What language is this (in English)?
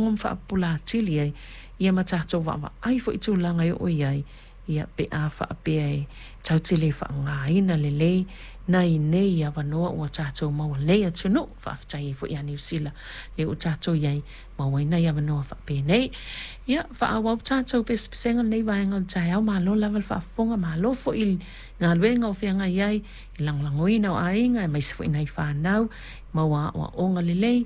Samoan